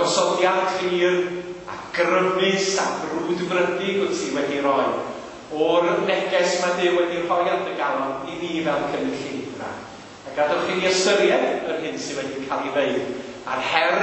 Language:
Welsh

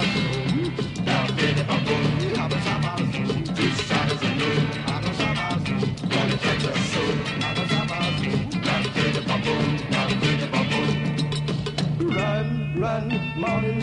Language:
English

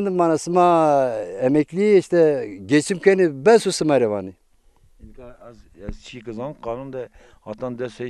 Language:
Zaza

